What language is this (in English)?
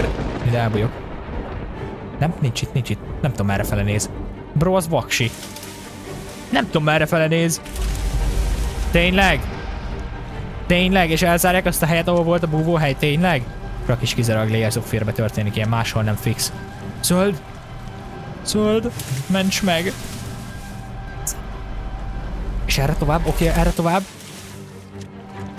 Hungarian